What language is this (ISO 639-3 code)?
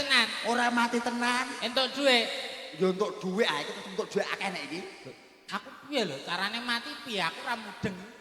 jav